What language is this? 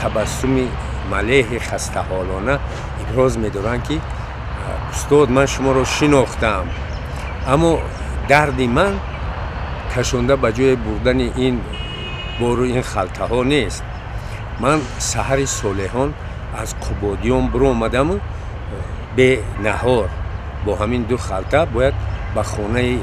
Tajik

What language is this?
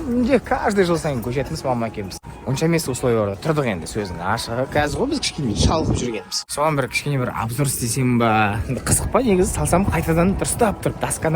Kazakh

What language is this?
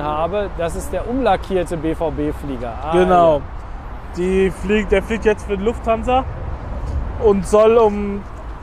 German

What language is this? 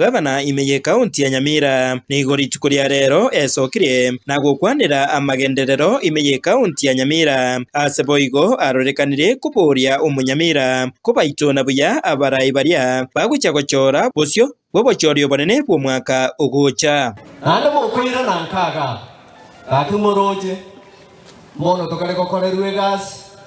Gusii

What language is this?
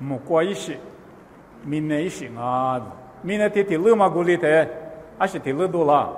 Lisu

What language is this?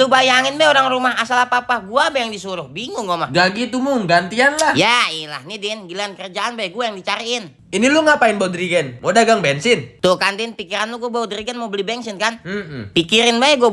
Betawi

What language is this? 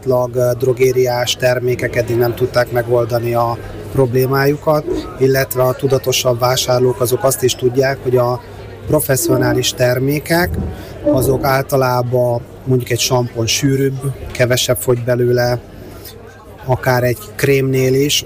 Hungarian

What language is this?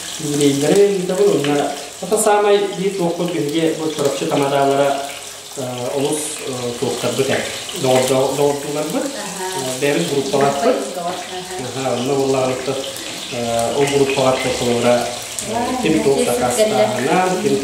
Yakut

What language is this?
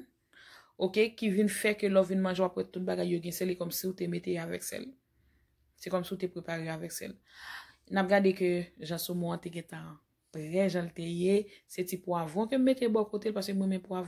Haitian Creole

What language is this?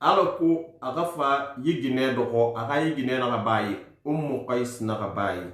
Susu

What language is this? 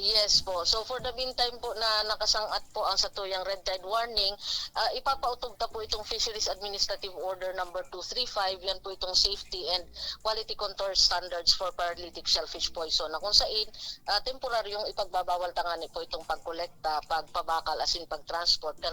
Bikol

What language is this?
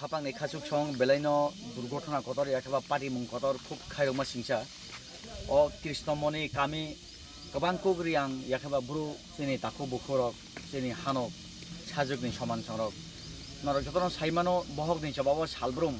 Kok Borok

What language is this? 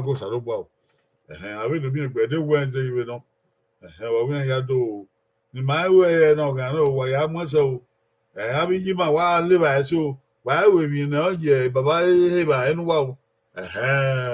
Bini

